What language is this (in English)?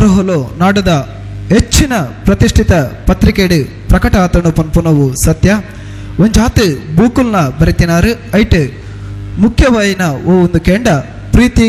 Tulu